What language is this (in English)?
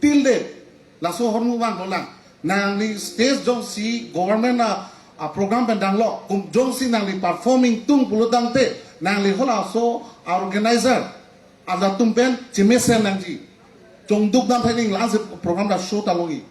Karbi